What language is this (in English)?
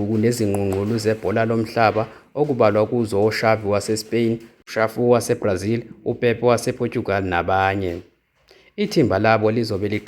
Zulu